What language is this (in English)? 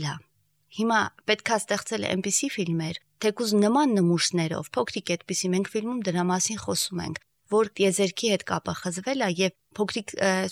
Armenian